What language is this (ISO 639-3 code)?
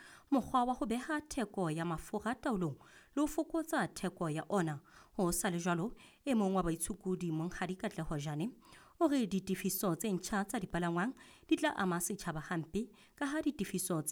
sot